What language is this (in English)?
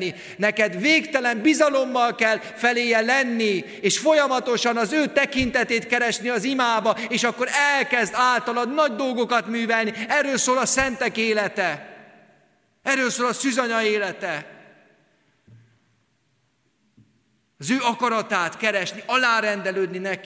Hungarian